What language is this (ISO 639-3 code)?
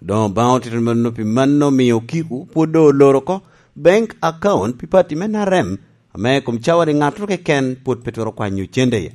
laj